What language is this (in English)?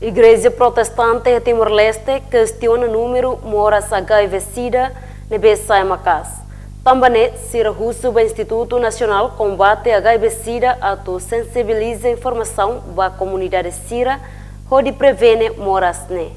Tetum